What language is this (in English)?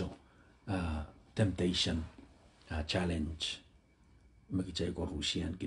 Pohnpeian